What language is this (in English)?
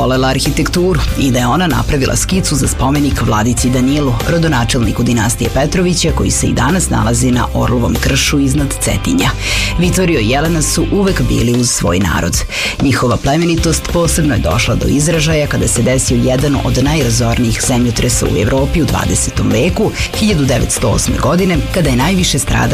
Serbian